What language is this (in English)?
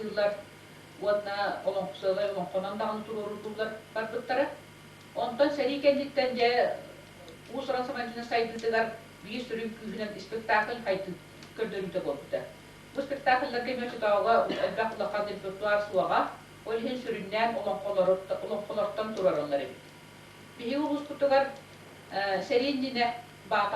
Yakut